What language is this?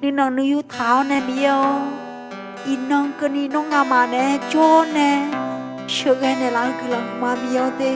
Akha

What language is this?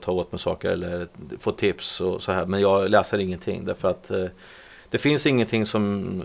Swedish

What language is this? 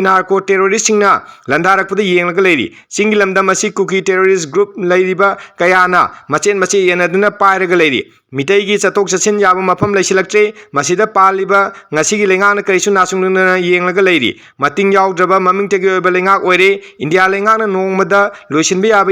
Manipuri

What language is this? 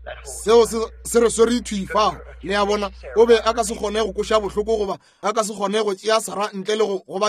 Northern Sotho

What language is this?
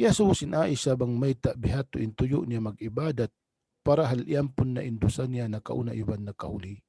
Tausug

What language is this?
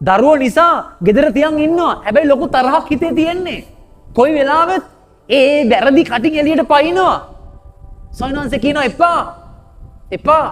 Sinhala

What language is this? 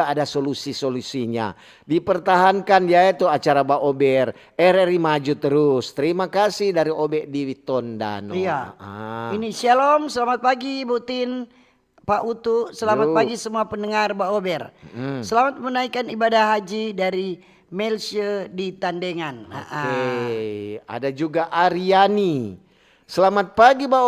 Manado Malay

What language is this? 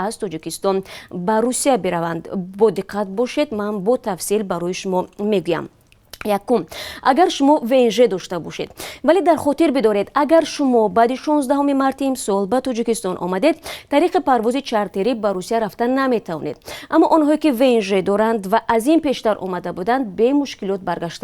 Tajik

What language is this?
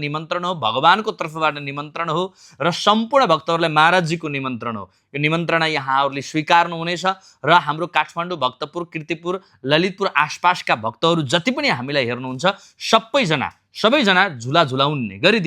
Nepali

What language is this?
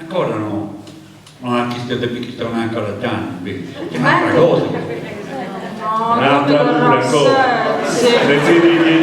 Sardinian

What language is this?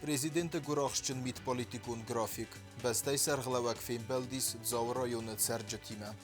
Ossetic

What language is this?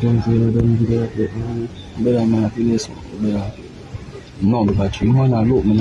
Jamaican Creole English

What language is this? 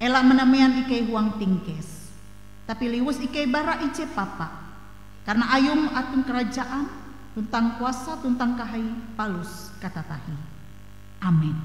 Ngaju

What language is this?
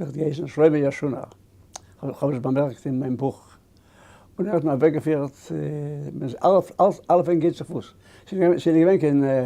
Yiddish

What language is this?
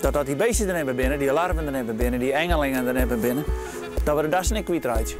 Western Frisian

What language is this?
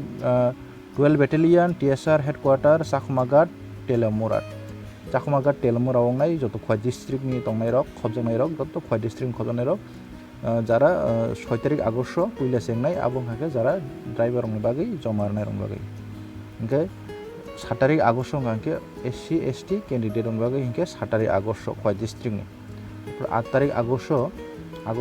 Kok Borok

